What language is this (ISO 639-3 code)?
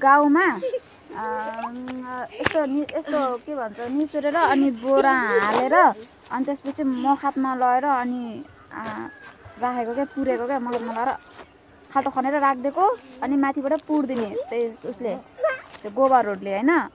nep